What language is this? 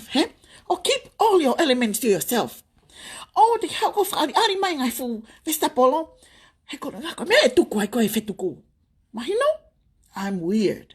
Tongan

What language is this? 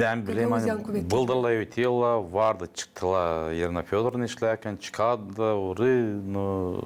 Gagauz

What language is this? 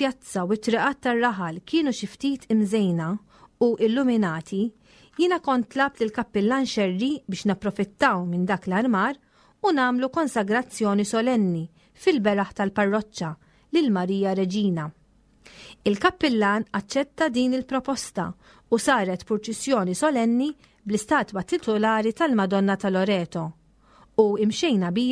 Maltese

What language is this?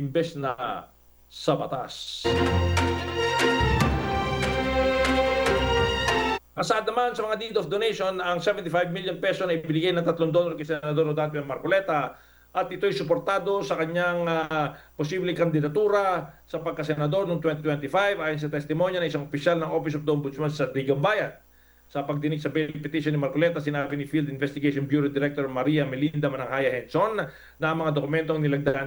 Filipino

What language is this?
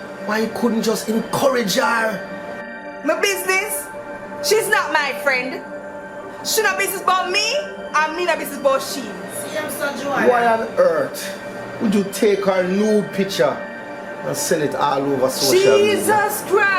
Jamaican Creole English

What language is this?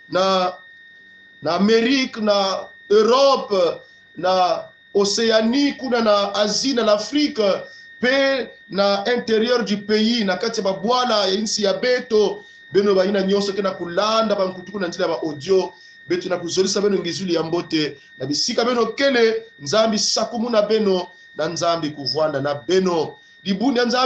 Kongo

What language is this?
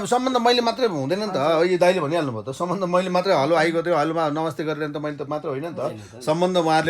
Nepali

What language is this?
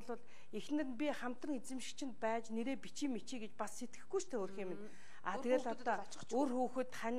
Mongolian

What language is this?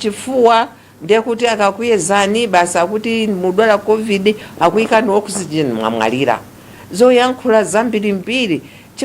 Nyanja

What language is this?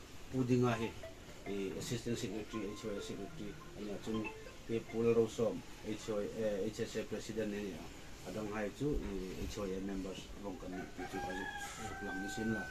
Hmar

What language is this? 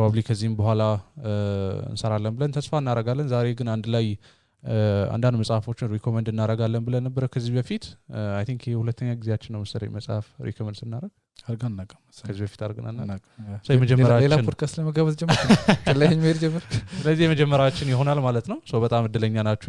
Amharic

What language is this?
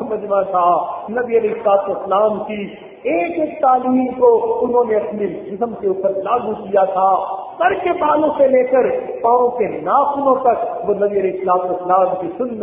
Urdu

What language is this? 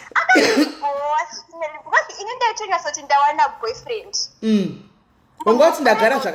Shona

